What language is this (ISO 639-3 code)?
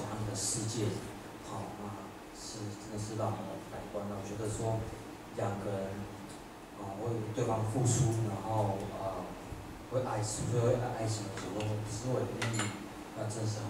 zho